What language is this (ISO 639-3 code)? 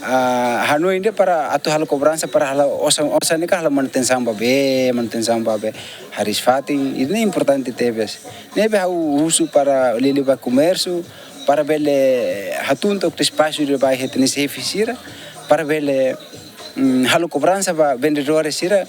tet